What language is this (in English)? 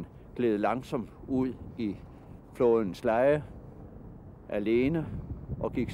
Danish